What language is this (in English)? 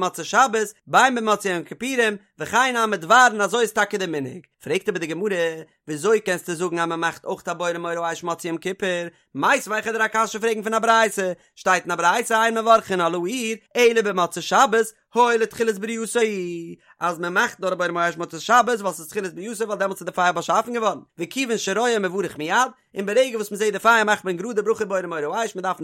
Yiddish